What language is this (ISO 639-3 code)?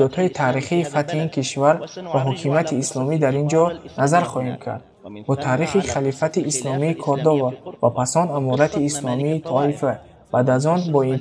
tgk